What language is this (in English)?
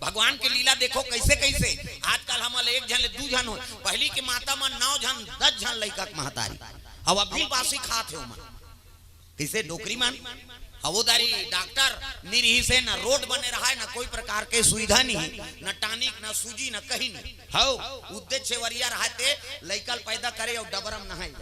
Chhattisgarhi